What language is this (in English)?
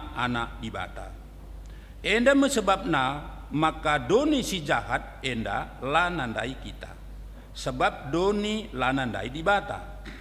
Batak Karo